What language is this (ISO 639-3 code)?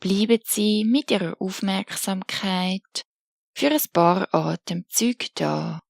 gsw